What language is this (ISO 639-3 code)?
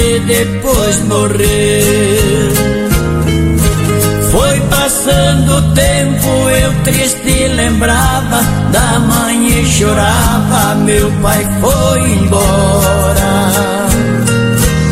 por